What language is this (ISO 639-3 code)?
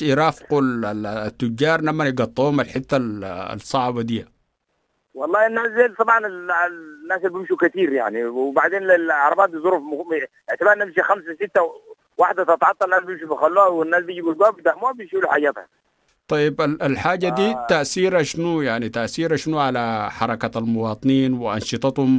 apd